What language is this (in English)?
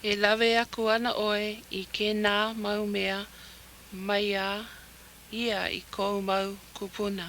Hawaiian